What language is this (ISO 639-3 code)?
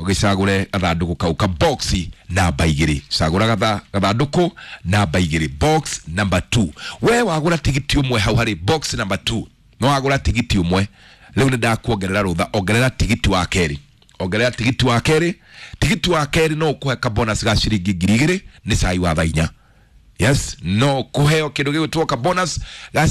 kik